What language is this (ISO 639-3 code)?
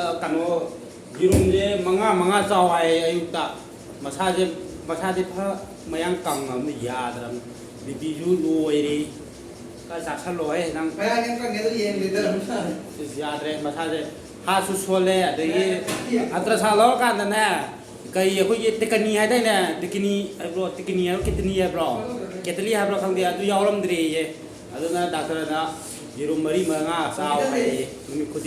mni